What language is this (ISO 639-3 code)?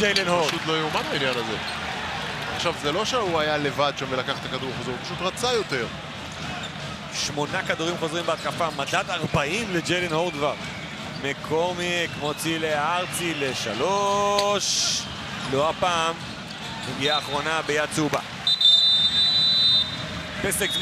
heb